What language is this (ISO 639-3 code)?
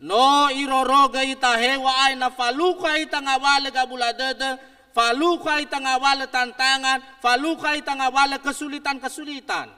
nia